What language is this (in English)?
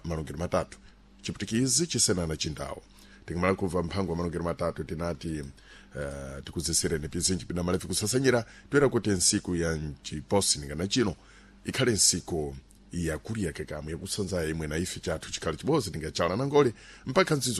Sena